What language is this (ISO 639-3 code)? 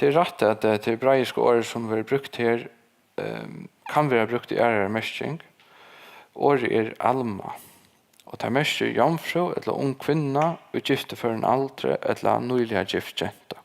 fao